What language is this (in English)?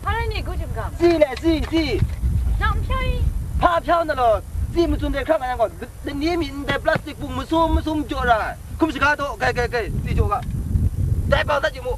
Kachin